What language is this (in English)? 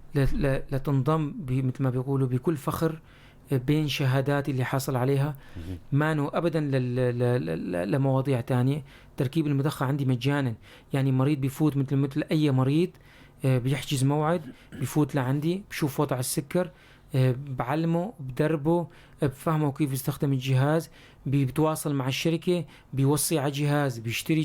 North Levantine Arabic